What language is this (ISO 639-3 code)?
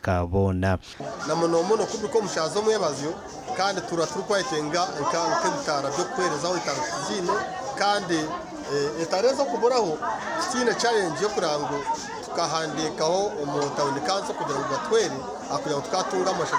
nyn